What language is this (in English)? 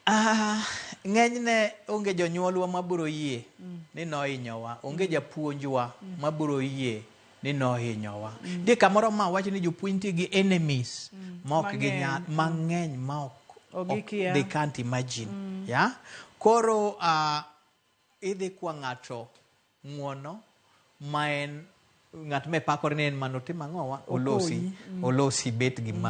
Luo (Kenya and Tanzania)